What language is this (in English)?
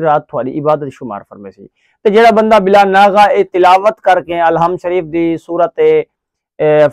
Saraiki